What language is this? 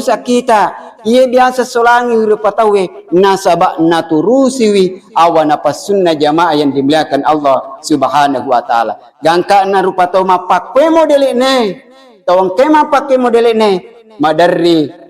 Buginese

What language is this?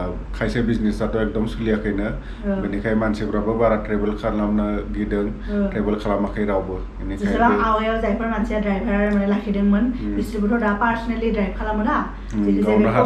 Bodo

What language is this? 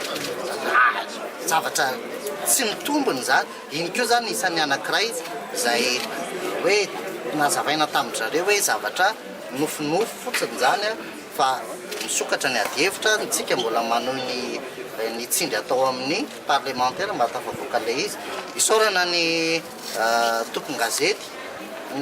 Malagasy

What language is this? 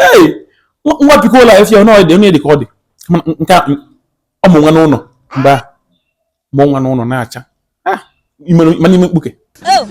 Igbo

